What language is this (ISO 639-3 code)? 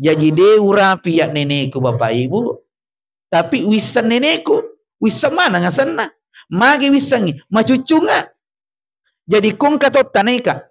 bug